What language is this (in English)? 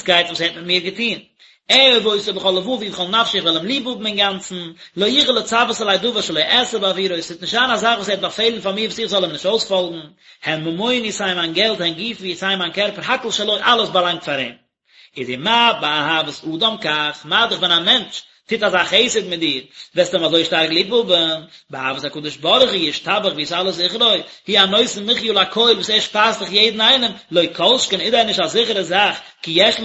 Yiddish